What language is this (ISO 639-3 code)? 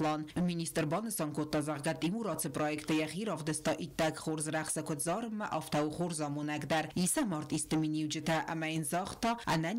oss